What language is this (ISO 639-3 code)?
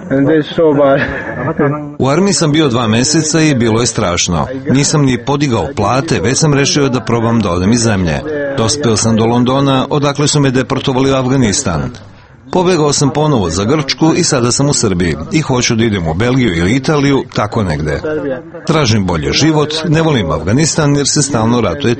srp